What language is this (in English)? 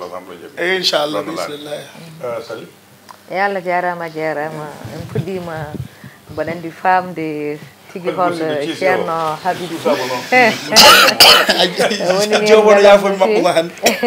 Fula